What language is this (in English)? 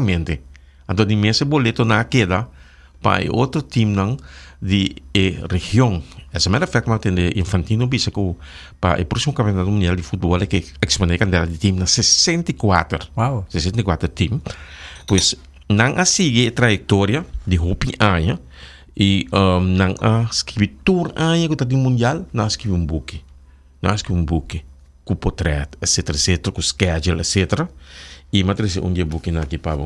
Papiamento